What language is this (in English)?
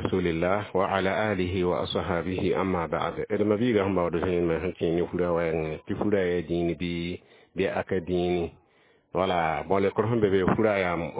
Mossi